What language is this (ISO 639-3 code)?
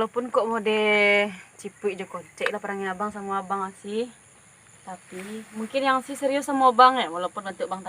min